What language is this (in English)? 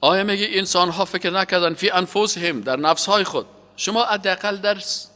Persian